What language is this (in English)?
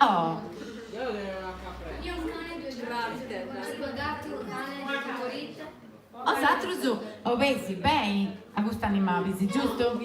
Sardinian